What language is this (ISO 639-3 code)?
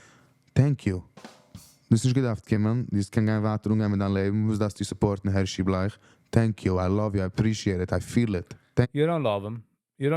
yid